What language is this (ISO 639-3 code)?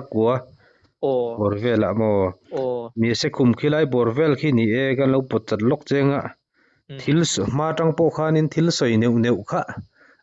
lus